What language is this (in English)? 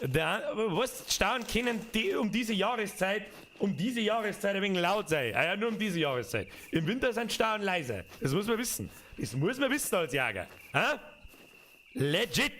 Bavarian